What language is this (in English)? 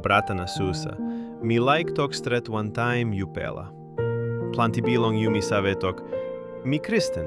Tok Pisin